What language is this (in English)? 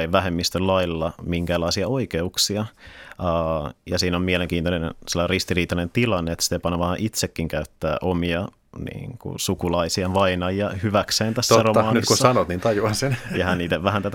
Finnish